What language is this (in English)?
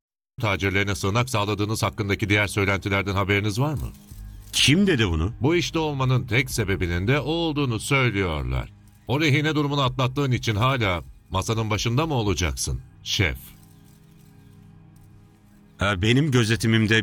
Turkish